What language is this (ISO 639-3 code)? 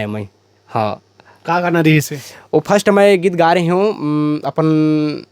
hne